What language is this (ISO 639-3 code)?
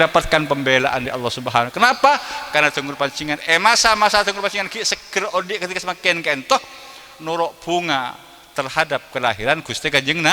mad